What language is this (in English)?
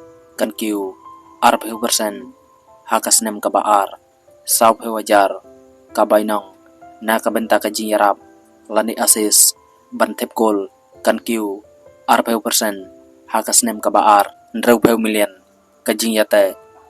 Khasi